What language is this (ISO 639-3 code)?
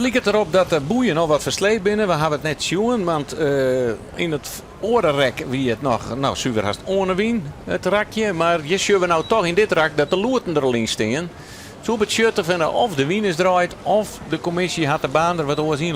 fry